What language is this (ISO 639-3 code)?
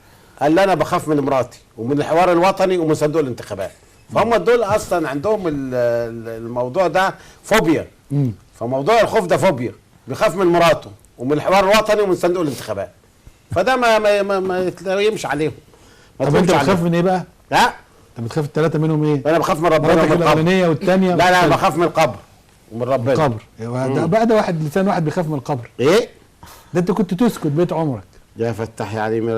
arz